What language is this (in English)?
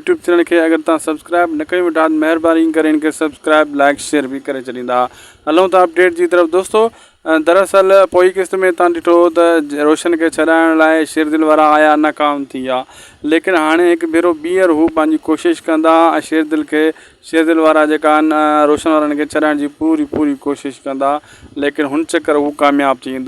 Sindhi